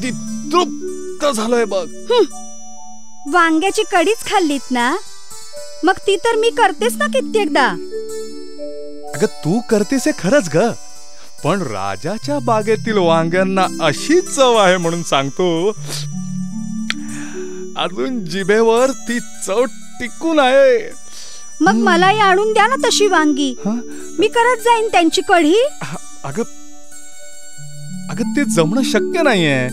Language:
Marathi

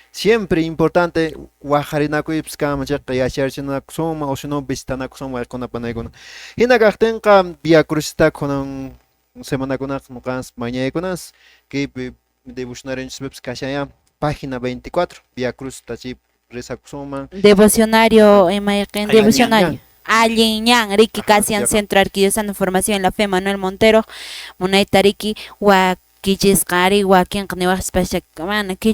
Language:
Quechua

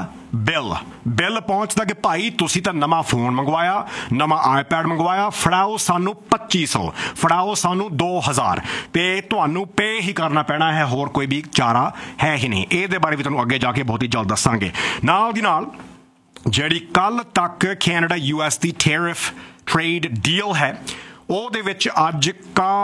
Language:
Punjabi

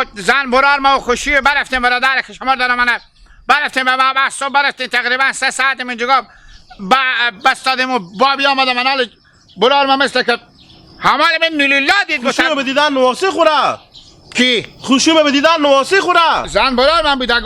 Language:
Hazaragi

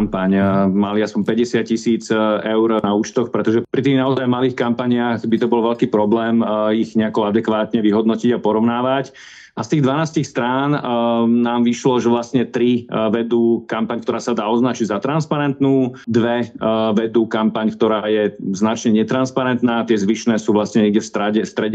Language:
Slovak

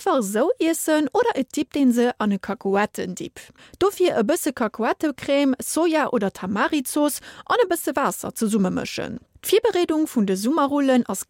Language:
Luxembourgish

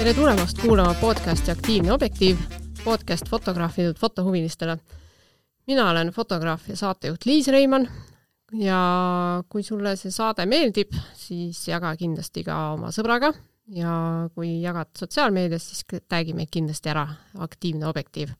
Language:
Estonian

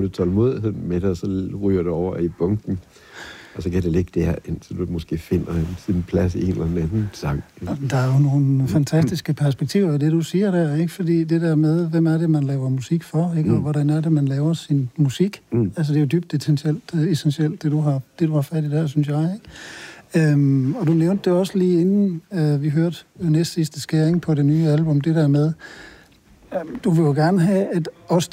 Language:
Danish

